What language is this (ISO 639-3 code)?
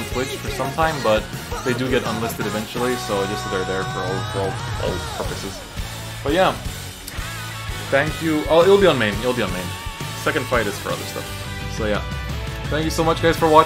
eng